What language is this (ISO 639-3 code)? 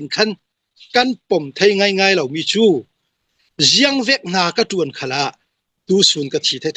cnh